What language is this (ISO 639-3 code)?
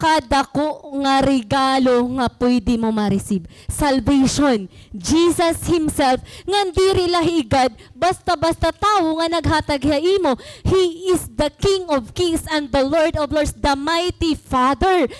war